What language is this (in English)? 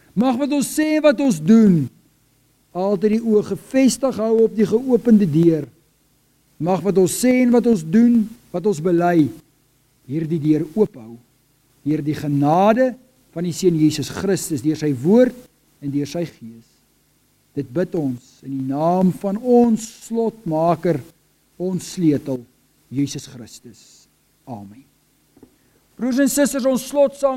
Afrikaans